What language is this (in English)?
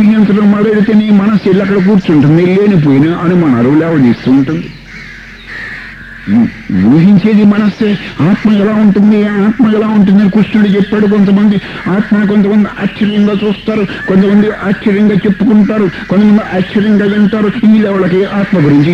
Telugu